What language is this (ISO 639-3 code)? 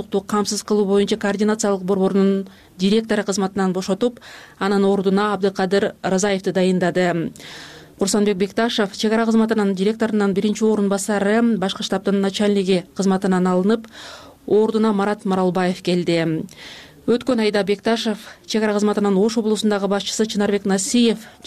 kir